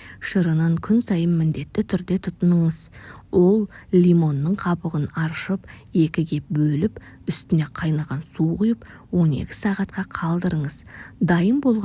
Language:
Kazakh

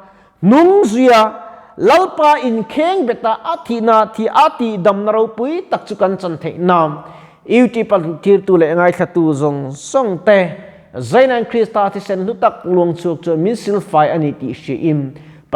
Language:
Mizo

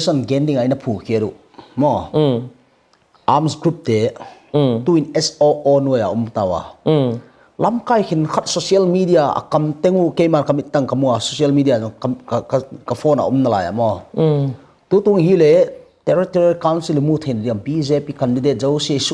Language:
Hmar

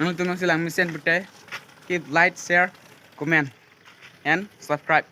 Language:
Karbi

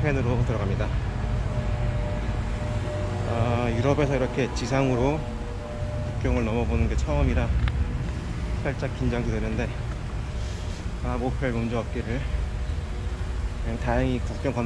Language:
Korean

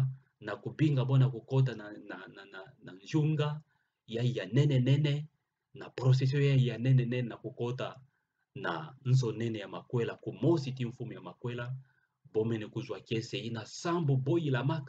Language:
Kituba (Democratic Republic of Congo)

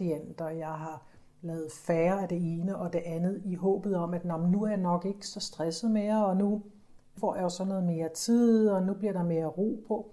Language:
Danish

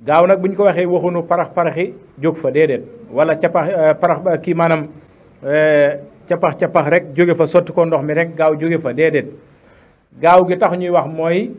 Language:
Wolof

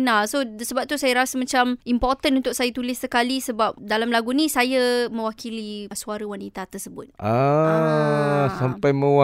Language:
Malay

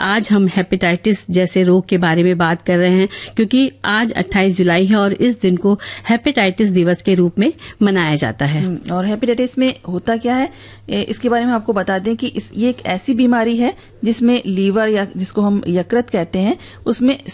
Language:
Hindi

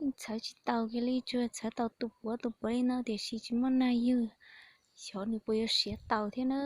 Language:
Hmong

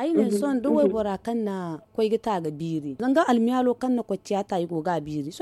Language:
Zarma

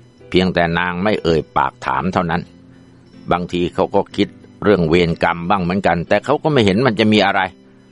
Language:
Thai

